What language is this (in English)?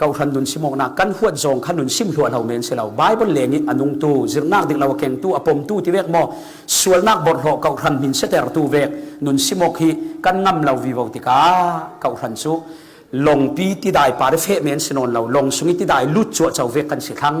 Falam Chin